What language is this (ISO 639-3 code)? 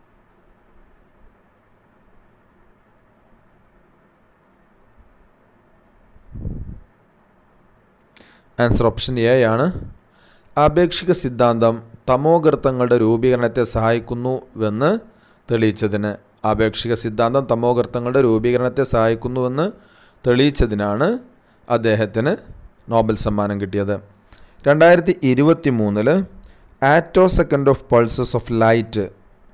mal